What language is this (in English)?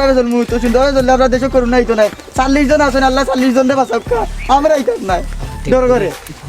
Sylheti